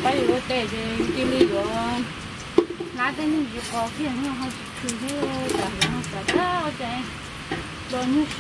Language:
Vietnamese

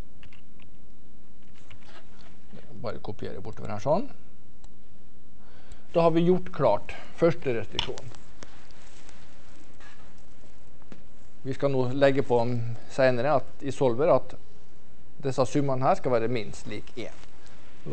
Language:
Norwegian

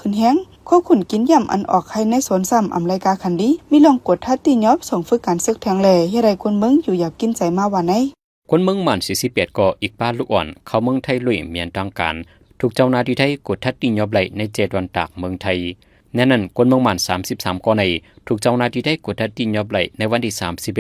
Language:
Shan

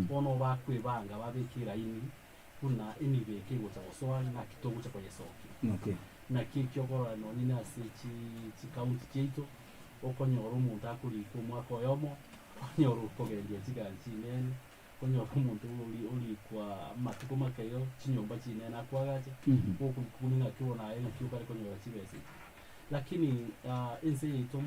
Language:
Gusii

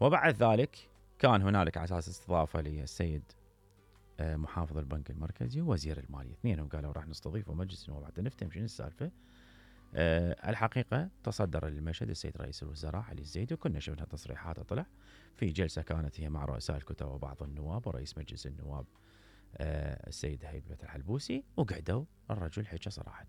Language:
Mesopotamian Arabic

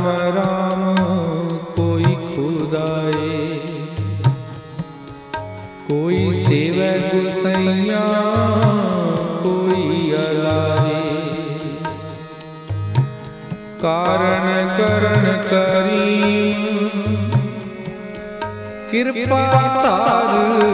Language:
Punjabi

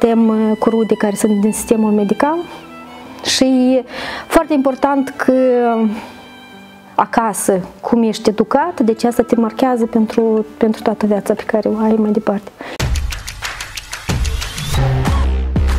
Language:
Romanian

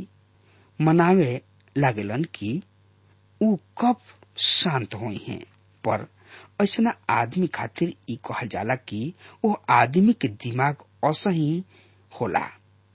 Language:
Bhojpuri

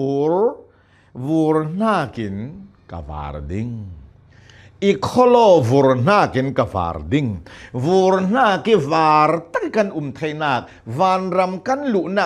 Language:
Hakha Chin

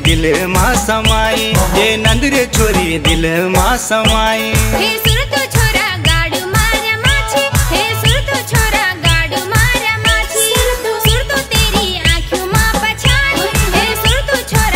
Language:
Garhwali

